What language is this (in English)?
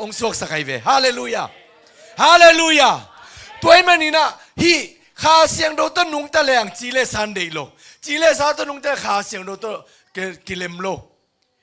Tedim Chin